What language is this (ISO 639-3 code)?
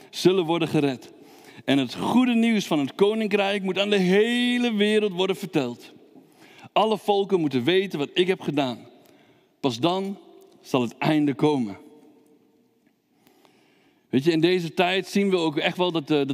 nld